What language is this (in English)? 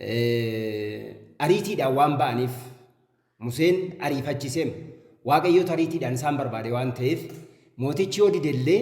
Oromo